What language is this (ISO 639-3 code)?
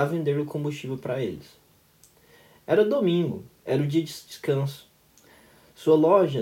por